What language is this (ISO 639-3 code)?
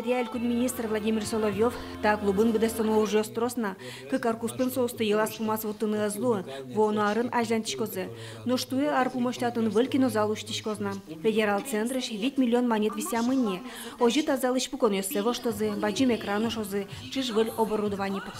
udm